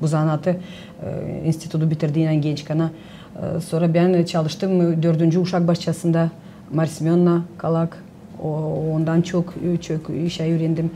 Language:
Gagauz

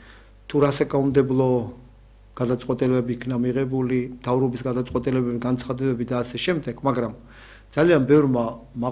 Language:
Georgian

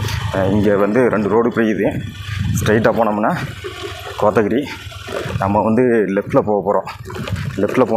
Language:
Tamil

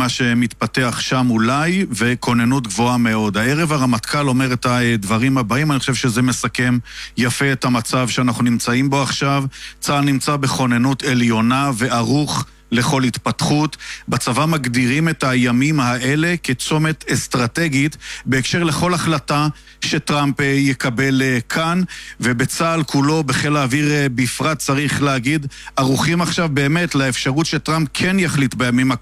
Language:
Hebrew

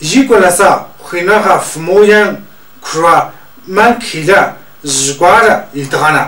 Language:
Tu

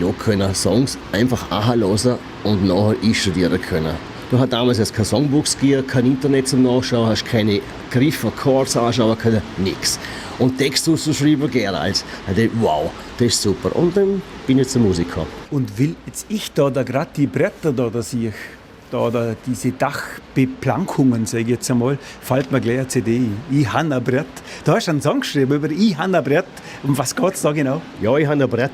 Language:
Swiss German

